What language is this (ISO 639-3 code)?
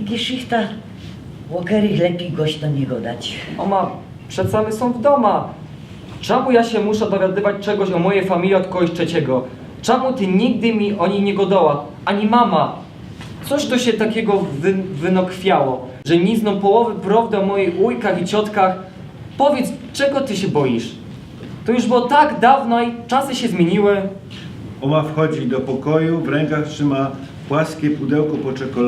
szl